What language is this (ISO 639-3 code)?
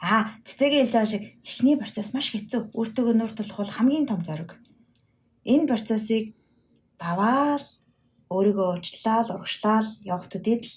mon